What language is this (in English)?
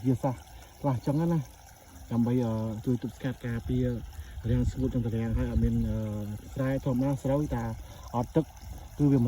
Khmer